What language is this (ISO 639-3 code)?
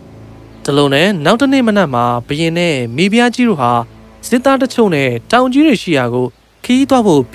mya